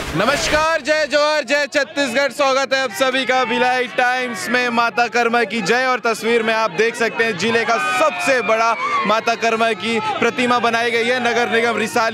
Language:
Hindi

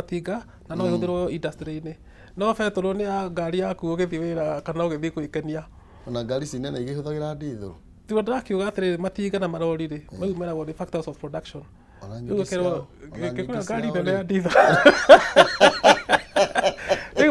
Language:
Kikuyu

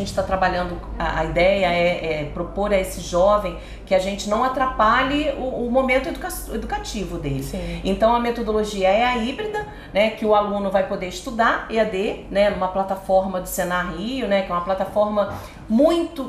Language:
Portuguese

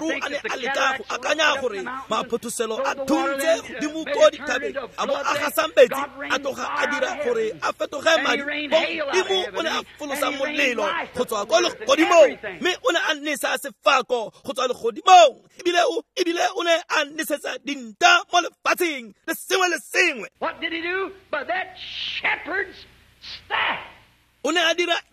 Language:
Tswana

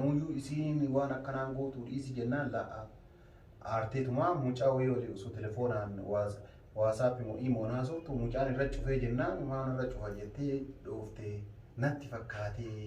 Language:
Oromo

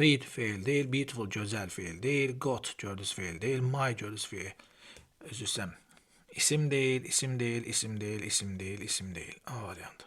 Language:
Azerbaijani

